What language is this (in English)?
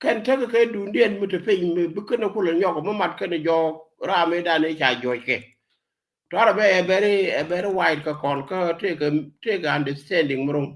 Nuer